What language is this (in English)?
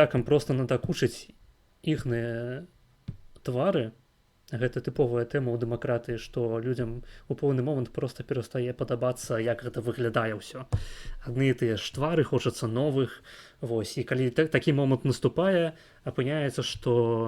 Belarusian